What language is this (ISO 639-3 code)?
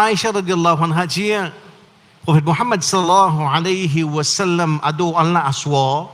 mfe